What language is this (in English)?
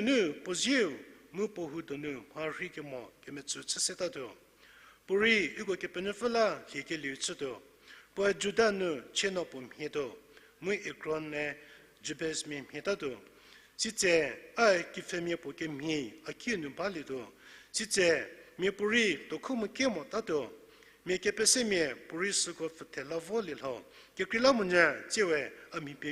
Angami Naga